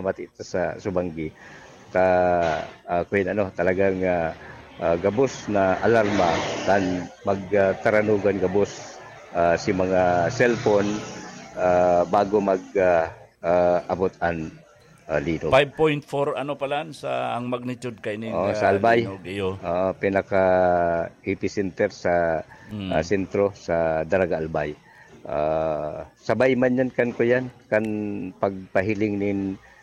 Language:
Bikol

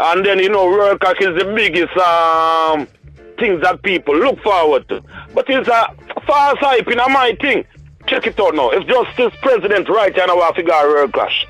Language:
Jamaican Creole English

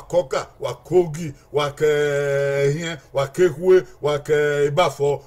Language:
Bini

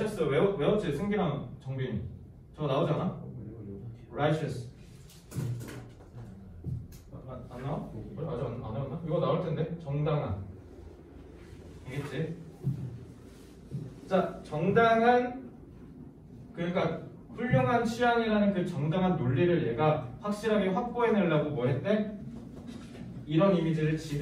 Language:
Korean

